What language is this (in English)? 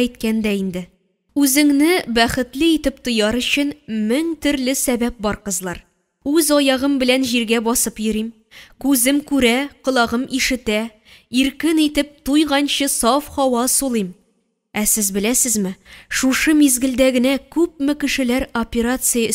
Tatar